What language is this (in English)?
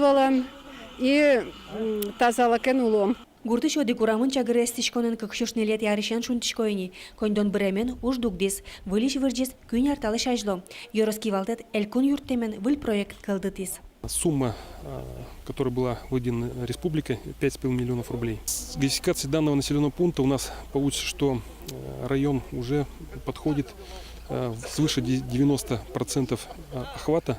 Udmurt